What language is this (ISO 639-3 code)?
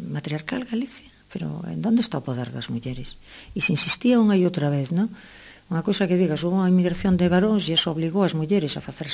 glg